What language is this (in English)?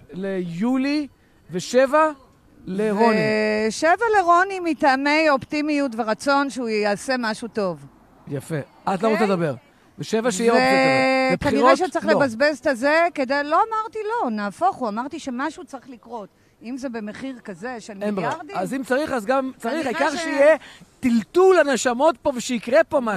Hebrew